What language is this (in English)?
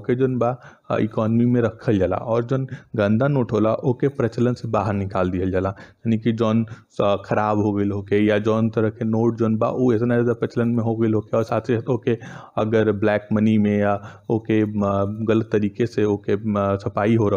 Bhojpuri